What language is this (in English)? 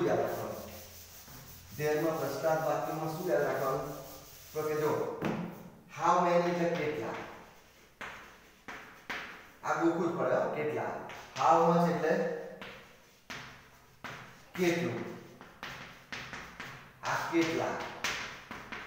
Gujarati